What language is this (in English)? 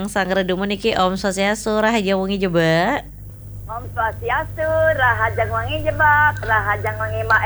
Balinese